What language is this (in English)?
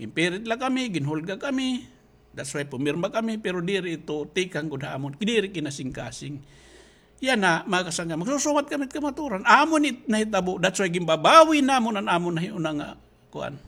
Waray